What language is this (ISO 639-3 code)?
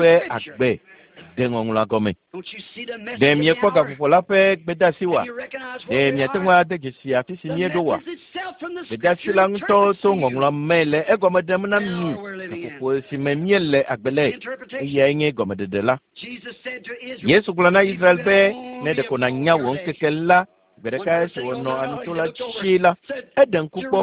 ewe